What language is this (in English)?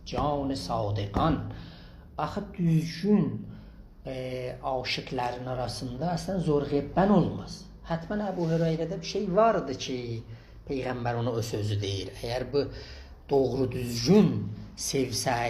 South Azerbaijani